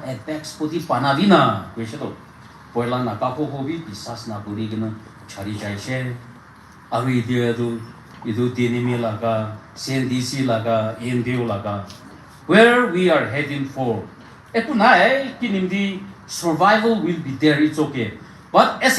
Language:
Naga Pidgin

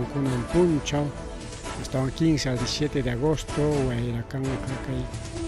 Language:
Ayacucho Quechua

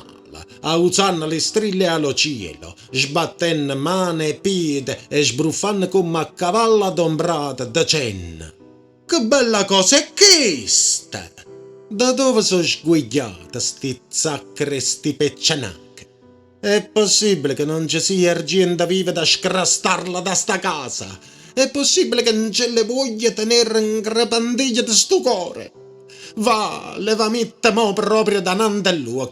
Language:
Neapolitan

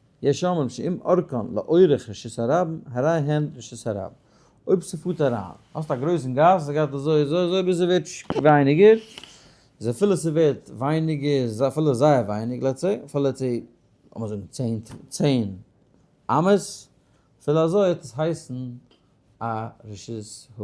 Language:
Yiddish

